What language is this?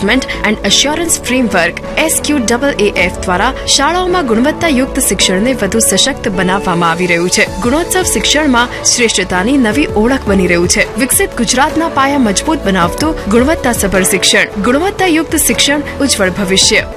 Gujarati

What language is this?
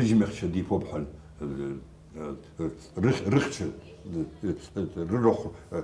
Abkhazian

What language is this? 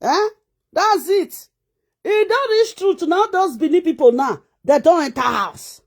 Nigerian Pidgin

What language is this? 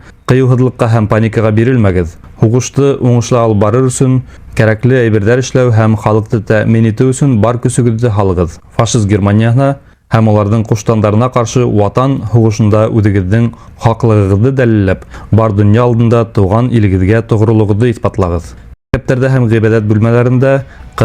Bashkir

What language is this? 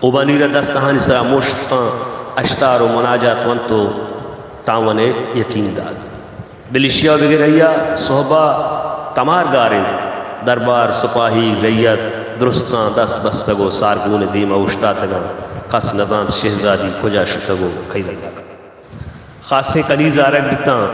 Baluchi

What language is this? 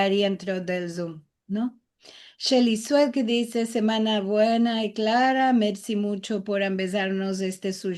Ladino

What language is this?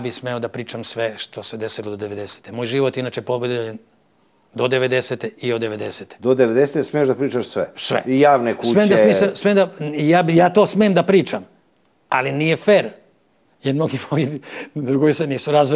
Serbian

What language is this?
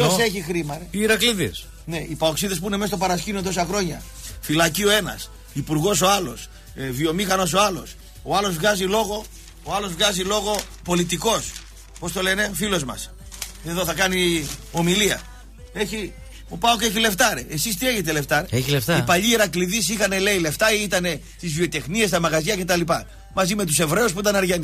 Greek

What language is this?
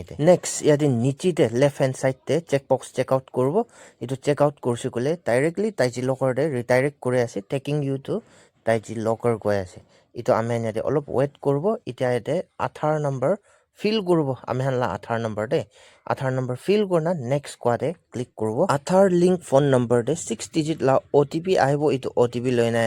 Naga Pidgin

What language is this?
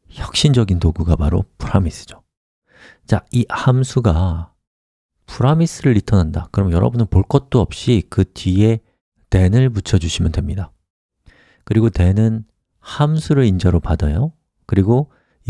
Korean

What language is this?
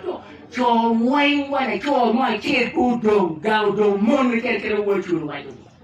Acoli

